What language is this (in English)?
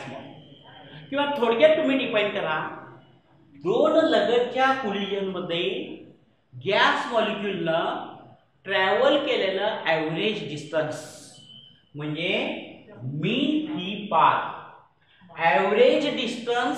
Marathi